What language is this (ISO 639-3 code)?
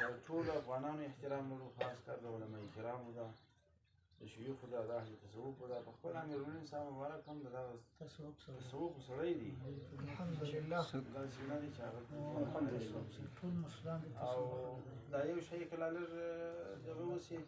pus